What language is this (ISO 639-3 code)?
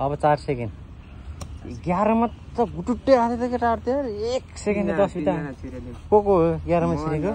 nep